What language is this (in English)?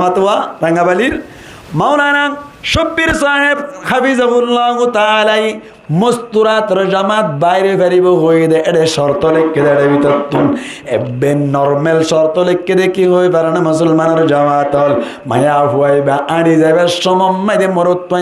Rohingya